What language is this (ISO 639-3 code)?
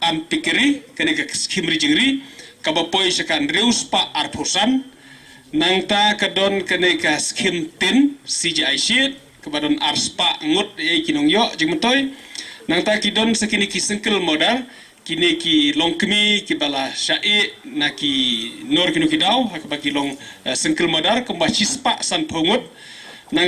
kha